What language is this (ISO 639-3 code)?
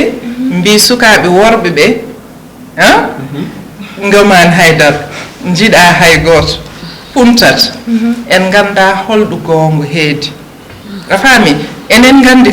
ful